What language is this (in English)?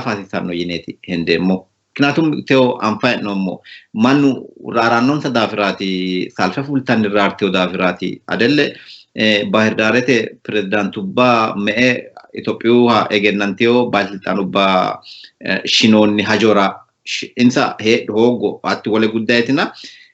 Sidamo